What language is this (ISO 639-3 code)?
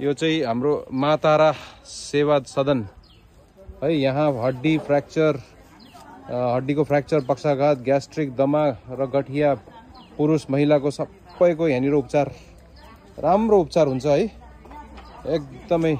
nep